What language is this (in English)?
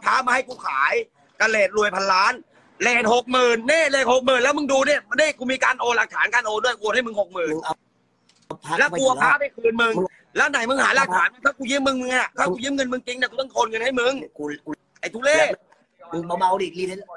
Thai